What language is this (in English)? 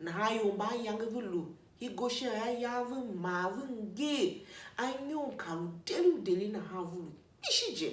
Tiv